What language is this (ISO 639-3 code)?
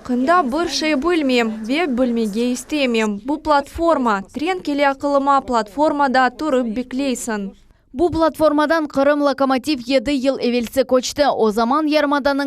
crh